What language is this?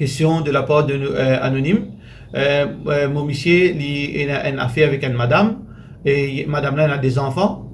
Morisyen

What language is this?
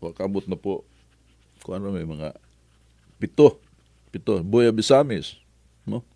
Cebuano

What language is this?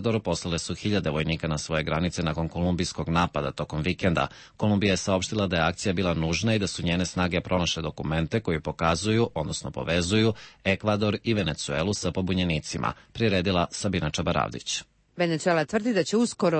Serbian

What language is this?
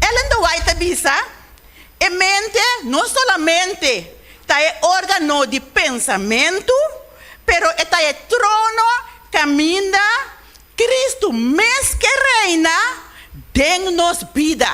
Papiamento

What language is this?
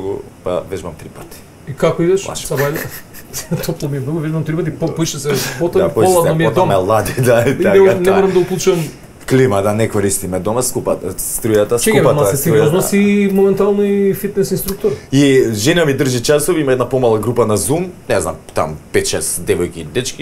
Macedonian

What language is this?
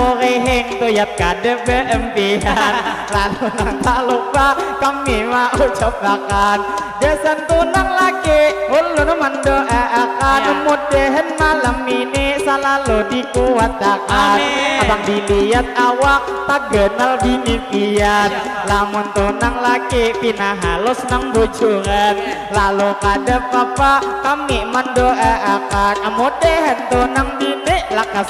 Banjar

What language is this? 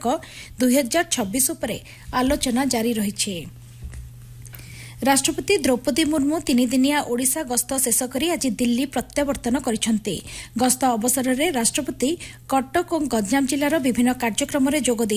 Odia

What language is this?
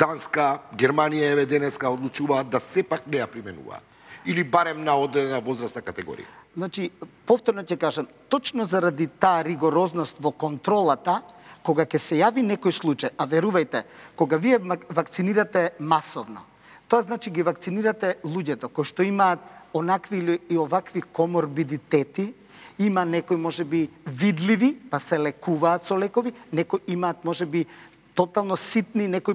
Macedonian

